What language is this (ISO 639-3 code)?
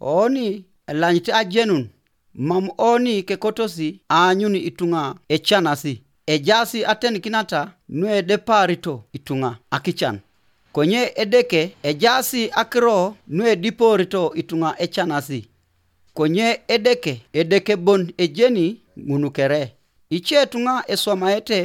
teo